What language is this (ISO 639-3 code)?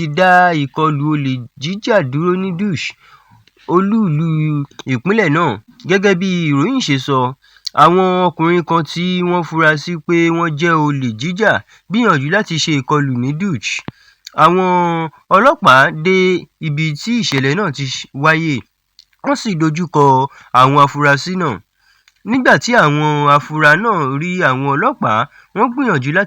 yor